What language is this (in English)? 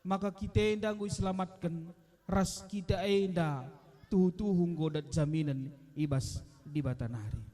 Batak Karo